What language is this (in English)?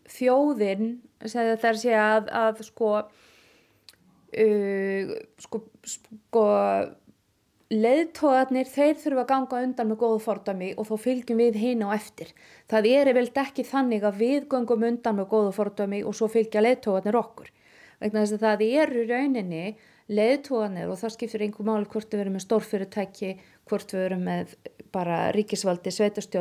Icelandic